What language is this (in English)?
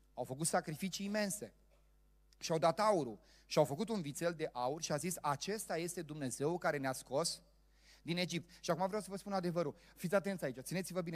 Romanian